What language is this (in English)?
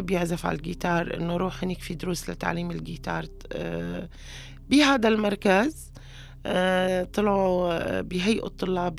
North Levantine Arabic